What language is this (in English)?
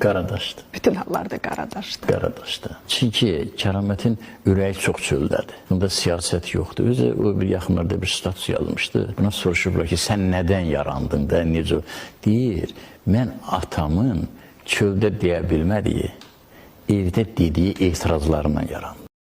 Azerbaijani